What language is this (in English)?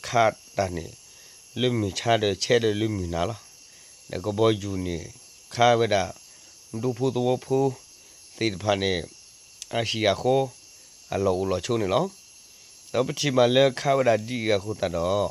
S'gaw Karen